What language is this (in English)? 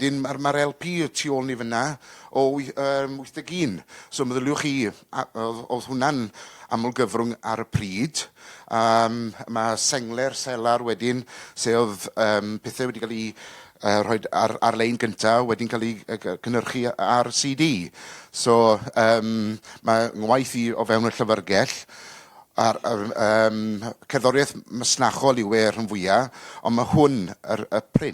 Welsh